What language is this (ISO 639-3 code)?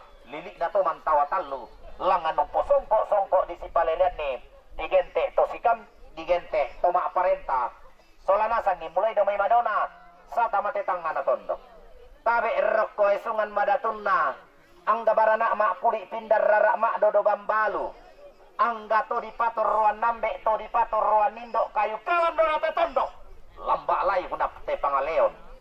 sda